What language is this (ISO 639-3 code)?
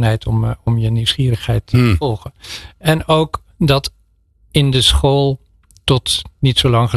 nld